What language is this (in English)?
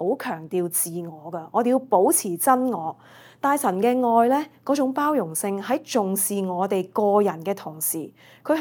Cantonese